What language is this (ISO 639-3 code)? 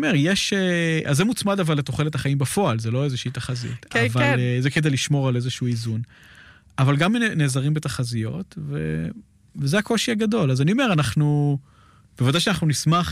heb